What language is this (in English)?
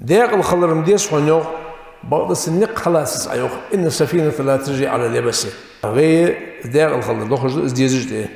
Ingush